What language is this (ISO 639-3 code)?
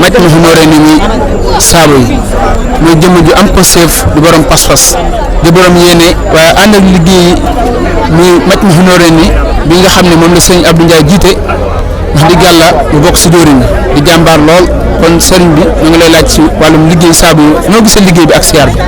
wol